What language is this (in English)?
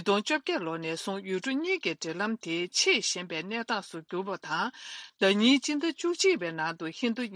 Tibetan